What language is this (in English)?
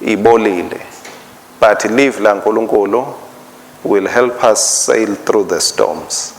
Swati